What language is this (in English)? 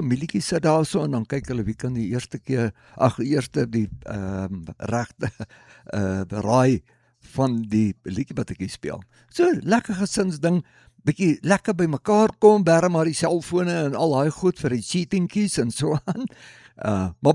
Afrikaans